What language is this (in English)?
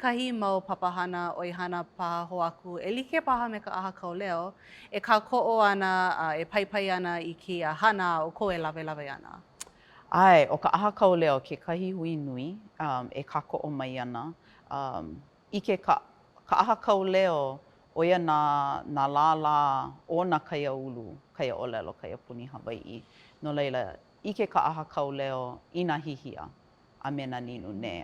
Hawaiian